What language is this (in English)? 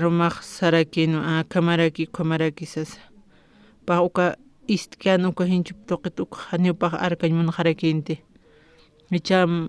Aymara